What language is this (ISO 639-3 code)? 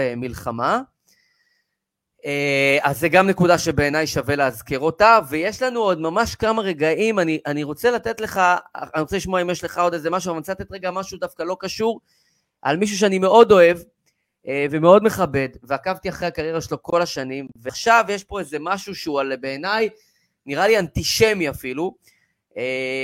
heb